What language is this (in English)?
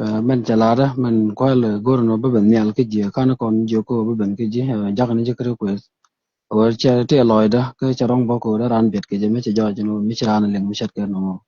Nuer